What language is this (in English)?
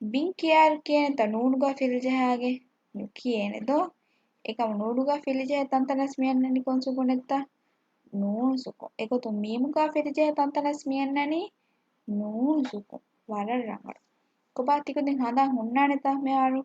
Divehi